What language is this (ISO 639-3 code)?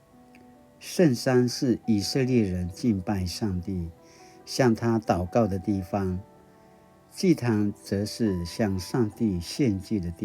pwn